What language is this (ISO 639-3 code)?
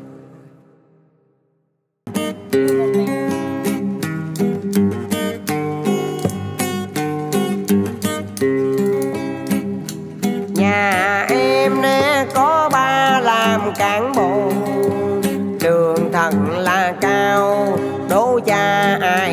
vie